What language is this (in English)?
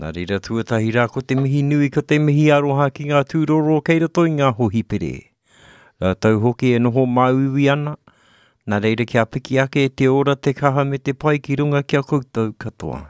Māori